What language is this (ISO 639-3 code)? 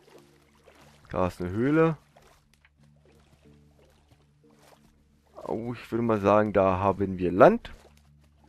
deu